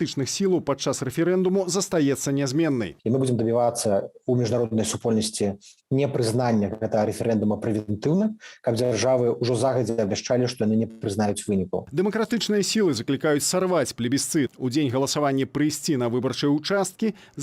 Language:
Belarusian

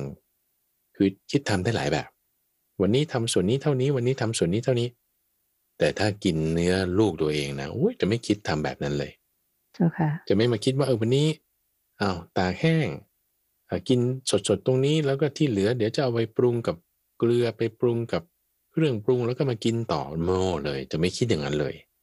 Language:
Thai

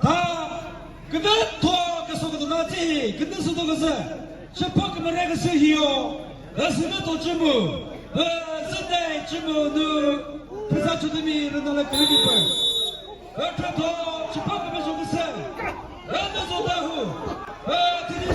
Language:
Chokri Naga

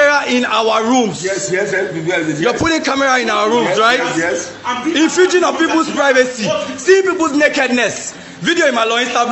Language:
Nigerian Pidgin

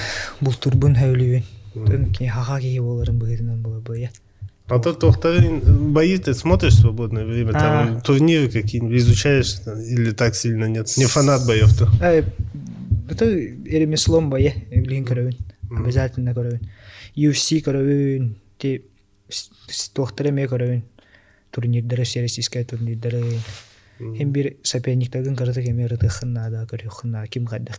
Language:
Yakut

